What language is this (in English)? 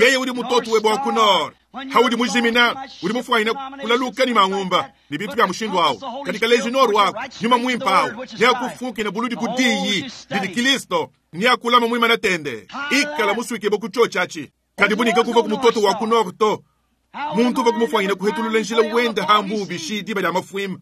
Luba-Lulua